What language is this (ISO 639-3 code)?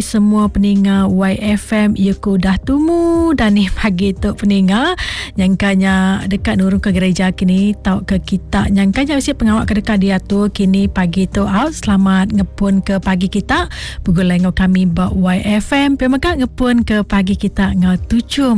iba